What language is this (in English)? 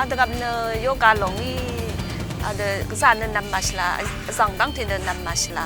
Rawang